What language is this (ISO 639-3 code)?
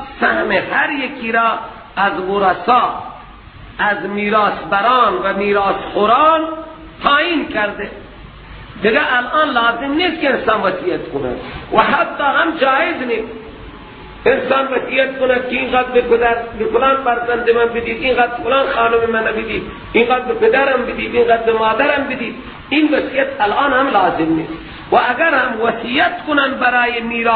fas